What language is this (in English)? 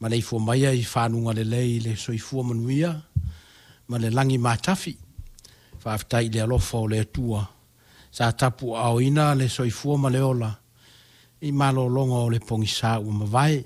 Samoan